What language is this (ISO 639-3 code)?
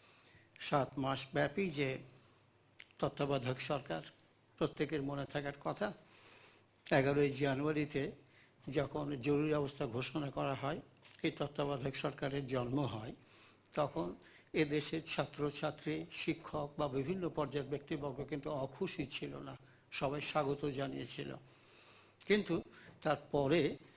ben